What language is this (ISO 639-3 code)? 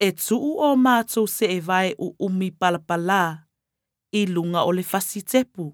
lit